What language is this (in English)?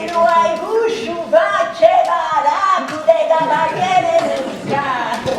Sardinian